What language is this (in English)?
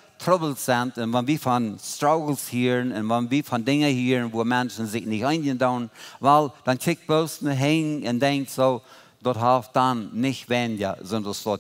Plautdietsch